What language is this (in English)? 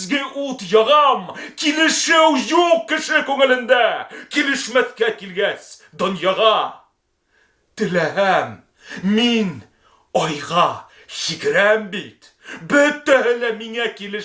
Bashkir